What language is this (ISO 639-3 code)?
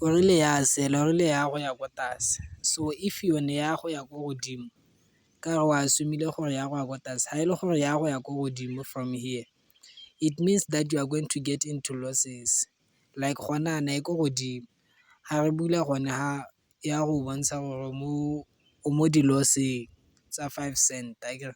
tsn